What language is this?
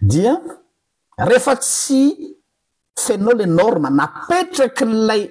Malagasy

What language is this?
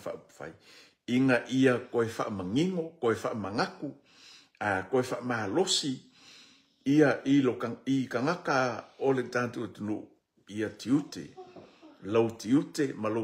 Samoan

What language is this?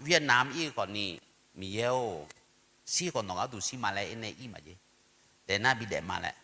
Akha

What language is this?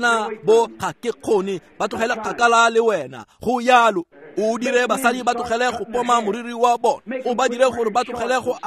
Tswana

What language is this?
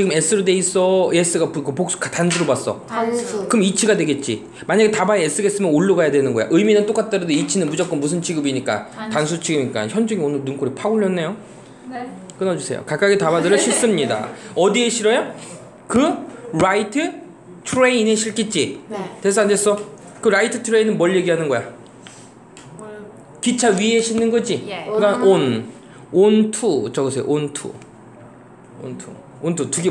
Korean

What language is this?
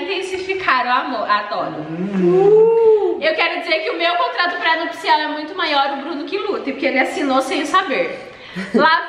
Portuguese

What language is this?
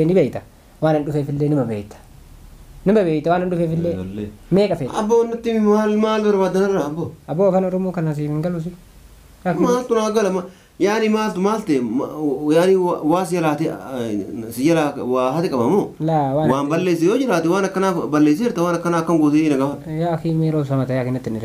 Oromo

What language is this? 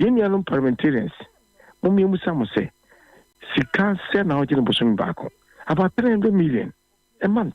Akan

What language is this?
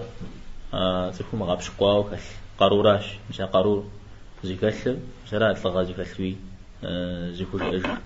Kabardian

